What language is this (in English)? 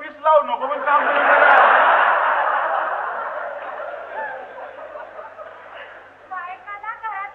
Marathi